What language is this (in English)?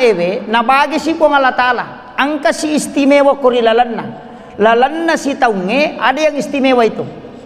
Buginese